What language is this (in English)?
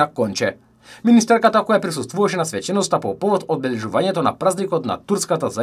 Macedonian